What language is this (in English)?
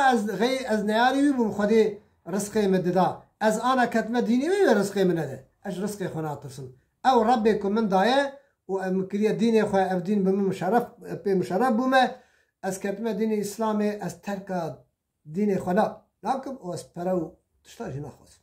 Kurdish